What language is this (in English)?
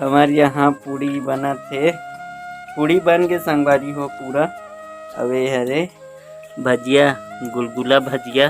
Chhattisgarhi